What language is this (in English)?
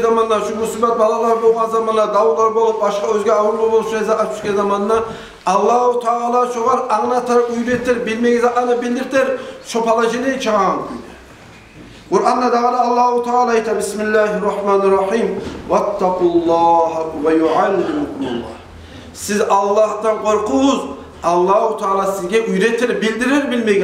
Kumyk